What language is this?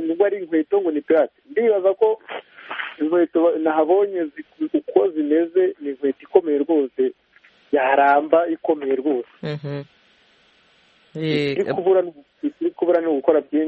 Kinyarwanda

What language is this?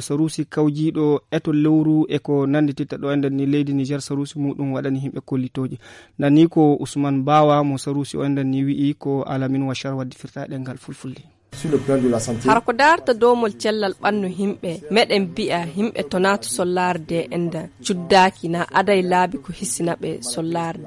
Nigerian Fulfulde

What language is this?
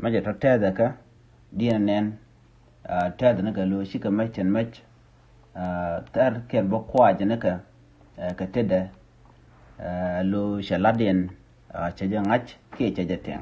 Nuer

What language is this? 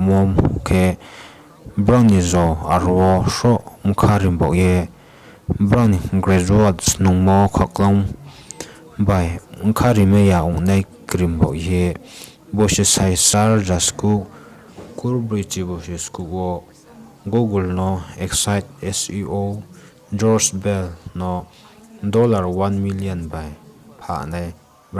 Riang (India)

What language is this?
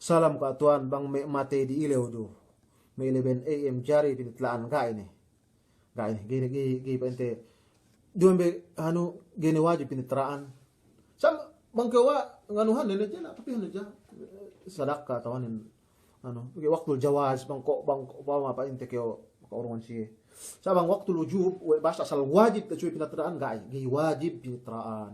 Yakan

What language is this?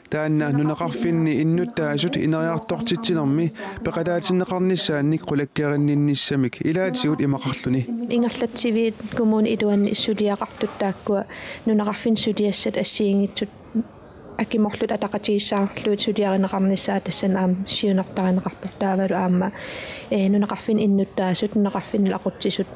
Kalaallisut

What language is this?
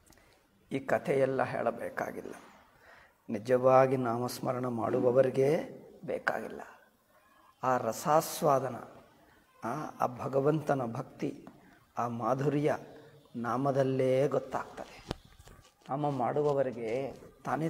Kannada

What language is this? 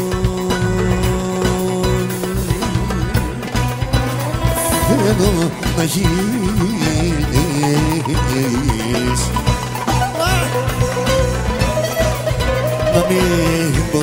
Greek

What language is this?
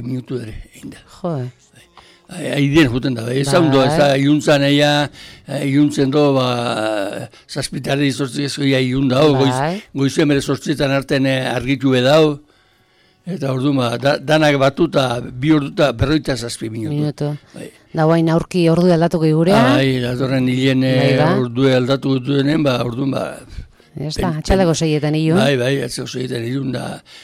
Basque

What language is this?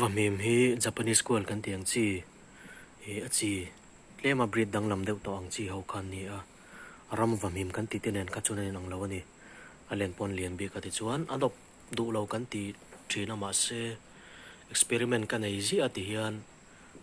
Mizo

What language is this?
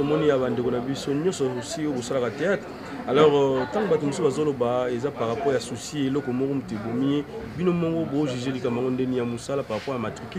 Lingala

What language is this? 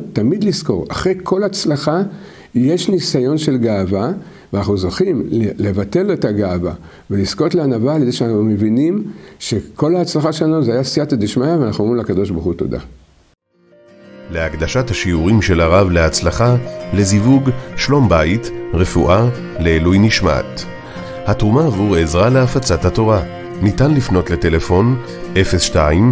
Hebrew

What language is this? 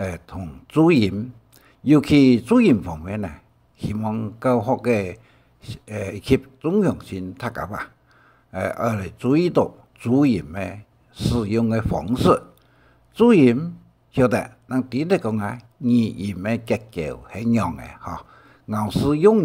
Hakka Chinese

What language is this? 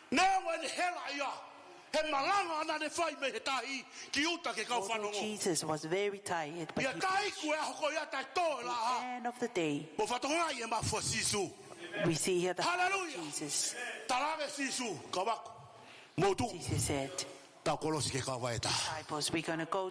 Tongan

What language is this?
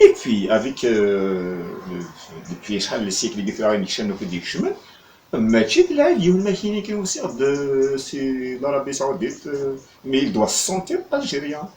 Kabyle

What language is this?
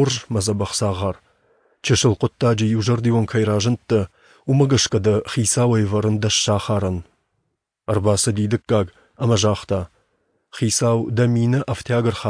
Ossetic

